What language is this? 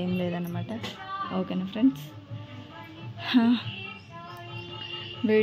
Telugu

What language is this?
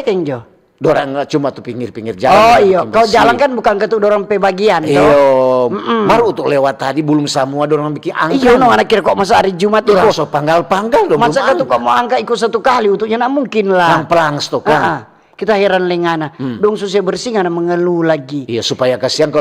Manado Malay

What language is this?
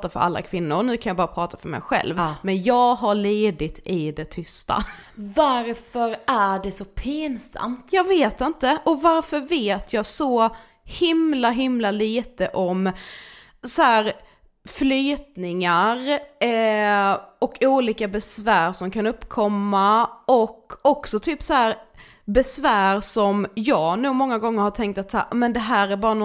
Swedish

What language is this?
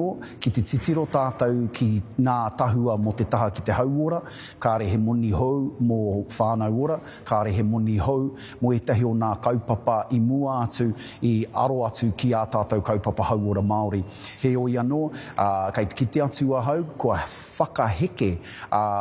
Māori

